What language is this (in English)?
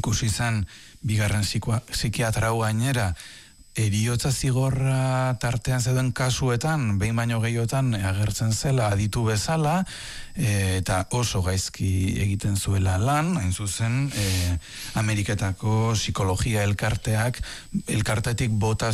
Basque